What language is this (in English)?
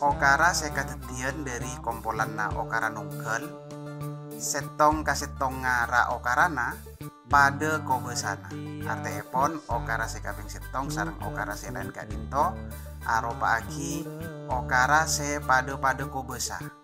Madurese